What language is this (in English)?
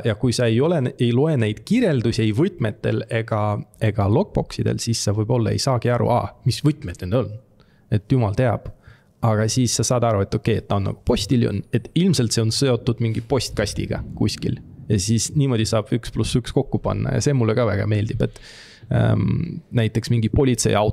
Estonian